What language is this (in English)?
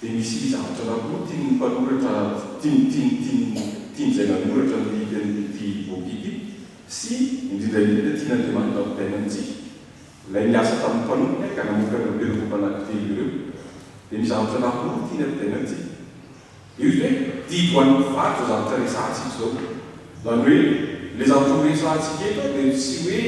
Malagasy